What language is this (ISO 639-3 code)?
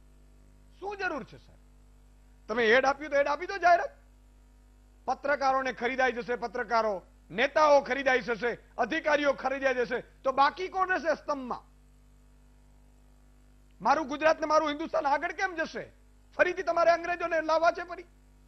guj